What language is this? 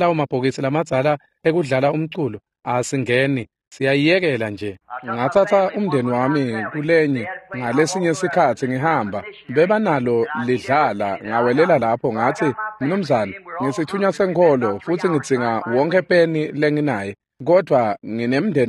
Swati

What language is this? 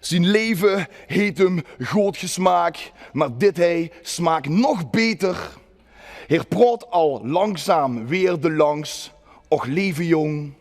Limburgish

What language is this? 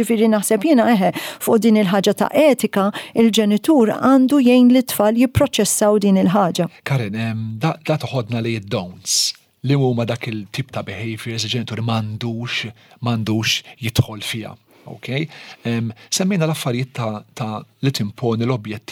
Maltese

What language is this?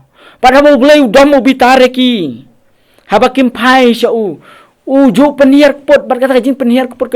Khasi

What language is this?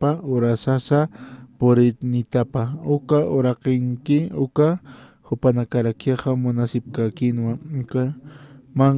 Aymara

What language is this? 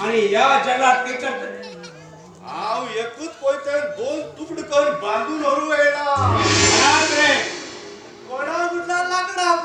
Konkani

